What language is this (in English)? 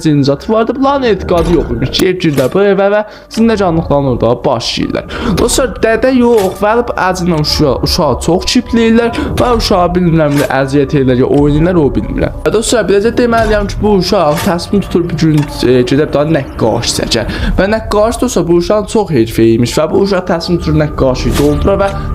South Azerbaijani